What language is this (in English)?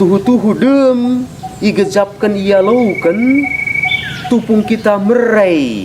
Batak Karo